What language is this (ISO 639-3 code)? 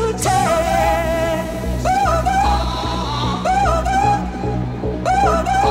eng